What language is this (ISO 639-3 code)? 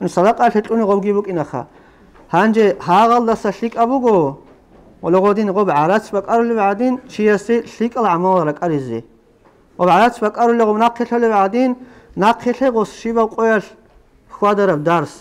ava